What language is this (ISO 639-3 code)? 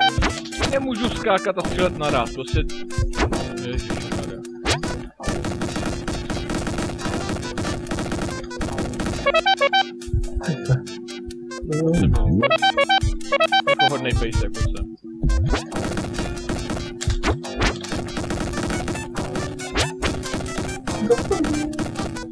ces